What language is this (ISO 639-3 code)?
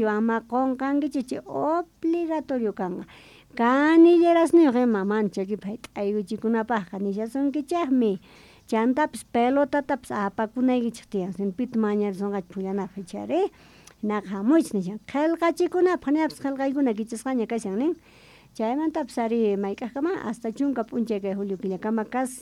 quh